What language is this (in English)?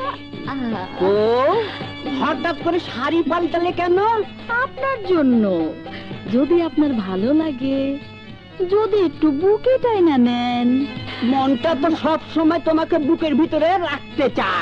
Bangla